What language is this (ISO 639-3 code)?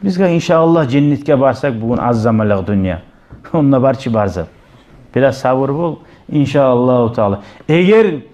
kum